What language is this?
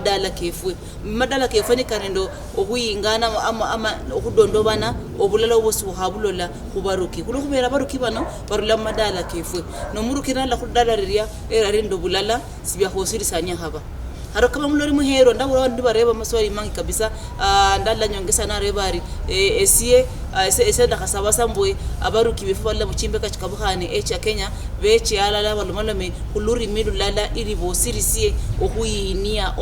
Luyia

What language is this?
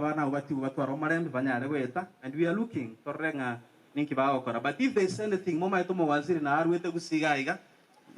Gusii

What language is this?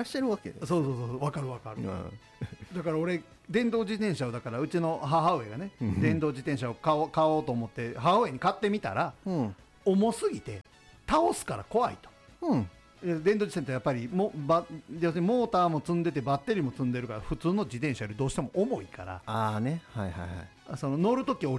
Japanese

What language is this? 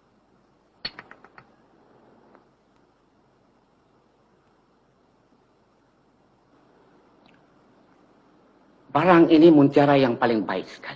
Malay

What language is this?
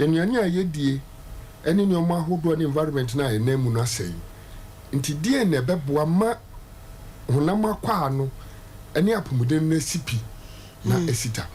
Akan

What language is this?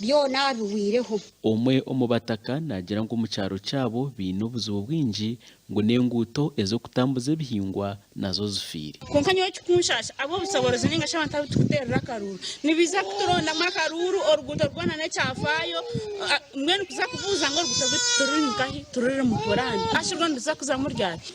Nyankole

